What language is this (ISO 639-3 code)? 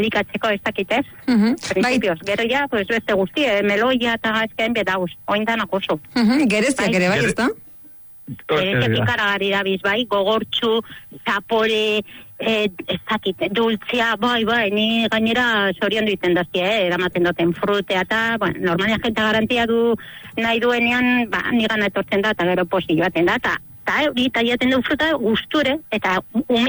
eus